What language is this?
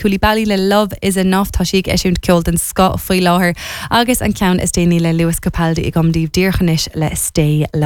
Irish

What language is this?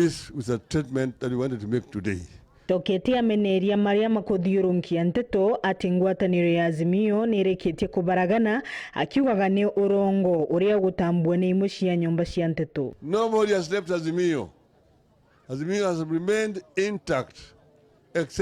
Meru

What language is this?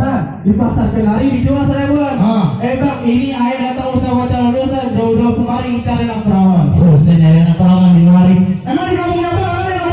Betawi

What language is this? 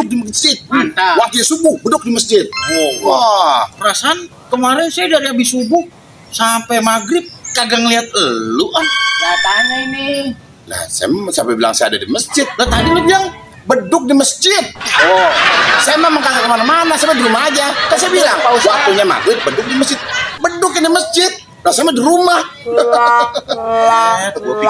Betawi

